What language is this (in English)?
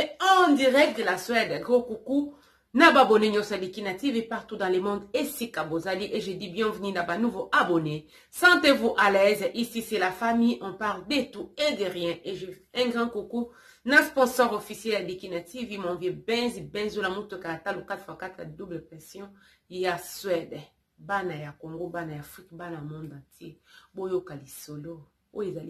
Lingala